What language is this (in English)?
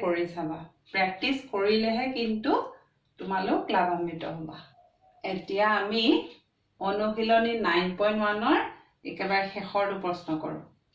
Assamese